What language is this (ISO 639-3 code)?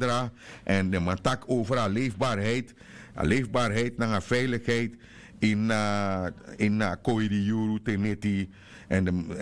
srn